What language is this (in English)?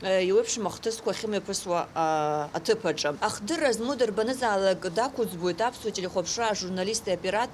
Abkhazian